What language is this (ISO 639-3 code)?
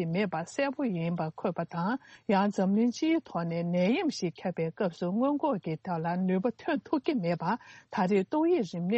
bod